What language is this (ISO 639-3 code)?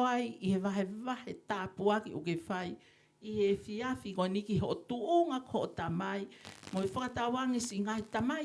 ton